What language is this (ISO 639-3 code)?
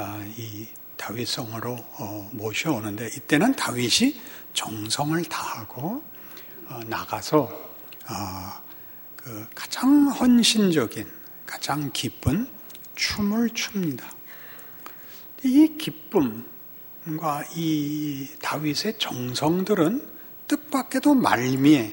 kor